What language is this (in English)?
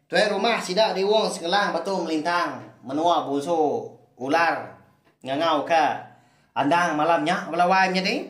Iban